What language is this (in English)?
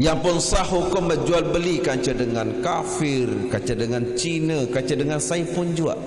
Sasak